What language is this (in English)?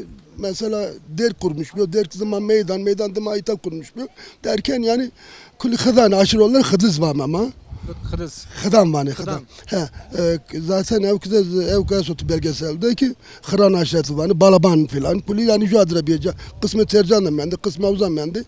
Zaza